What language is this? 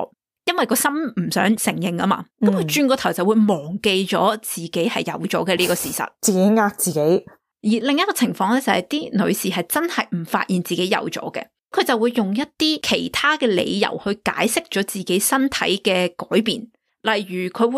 Cantonese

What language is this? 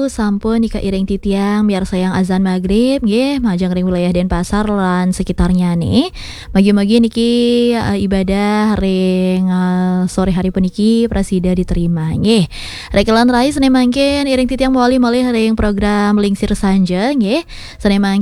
Balinese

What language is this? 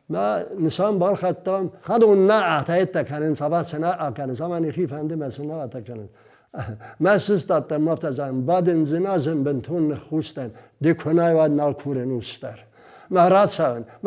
Ossetic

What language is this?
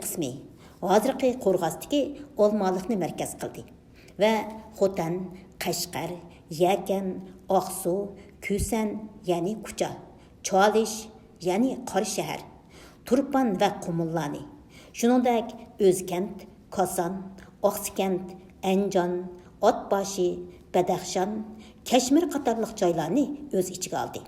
Uyghur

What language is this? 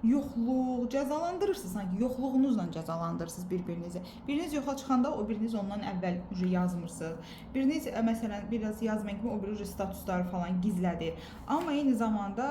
Azerbaijani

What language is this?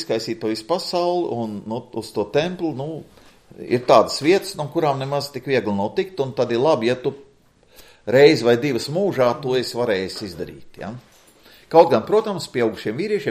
Latvian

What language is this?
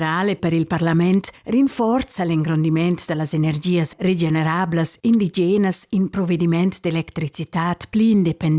Romansh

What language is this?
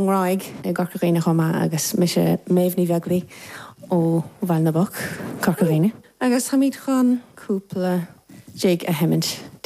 Irish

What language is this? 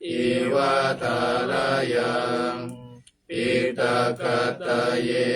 Pali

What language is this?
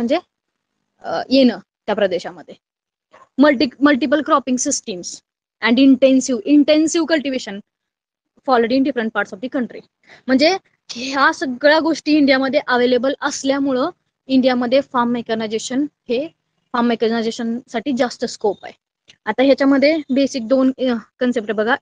Marathi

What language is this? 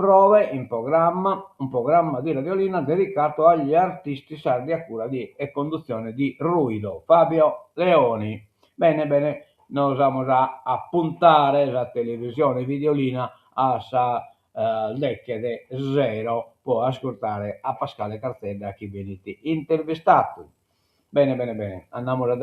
Sardinian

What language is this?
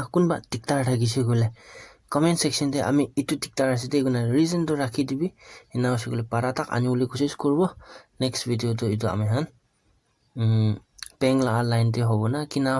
Naga Pidgin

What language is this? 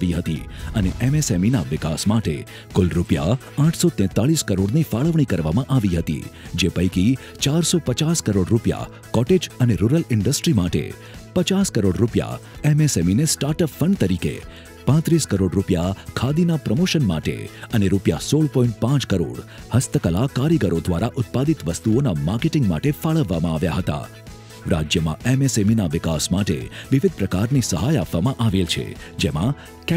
Gujarati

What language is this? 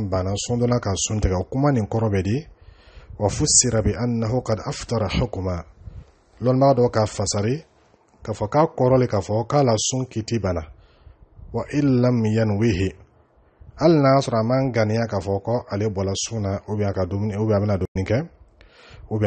Dyula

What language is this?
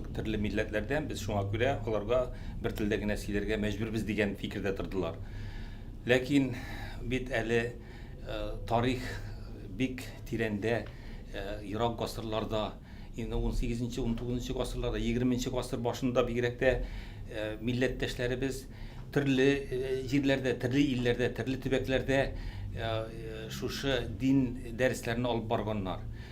Tatar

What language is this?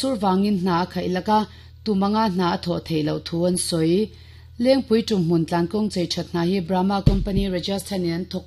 Mizo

